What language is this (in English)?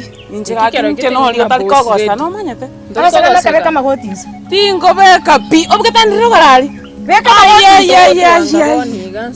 Gusii